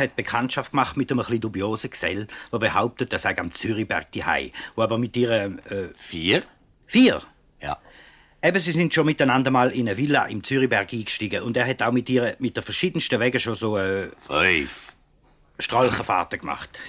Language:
Swiss German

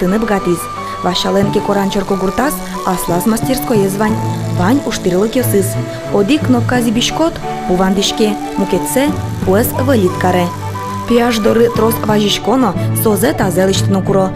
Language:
Udmurt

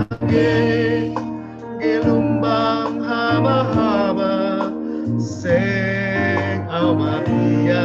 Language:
Batak Simalungun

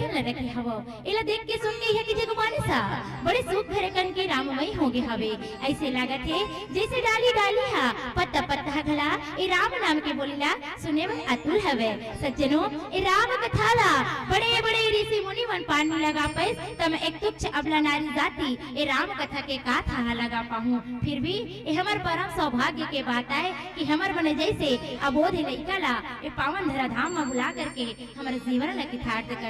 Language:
Chhattisgarhi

